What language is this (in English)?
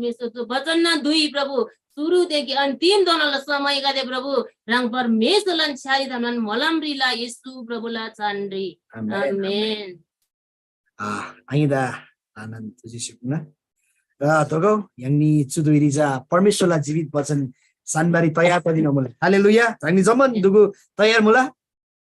Eastern Tamang